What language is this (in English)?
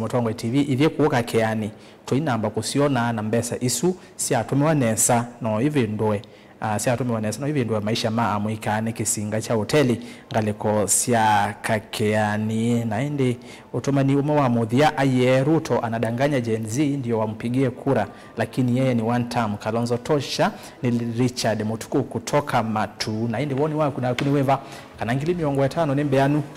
Kamba